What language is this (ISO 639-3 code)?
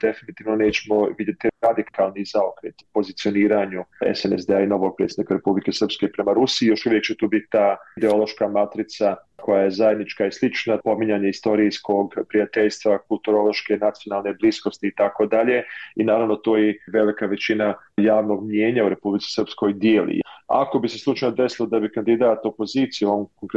bos